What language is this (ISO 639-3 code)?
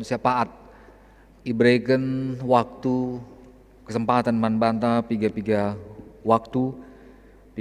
btx